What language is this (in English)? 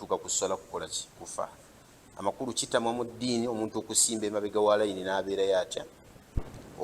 Ganda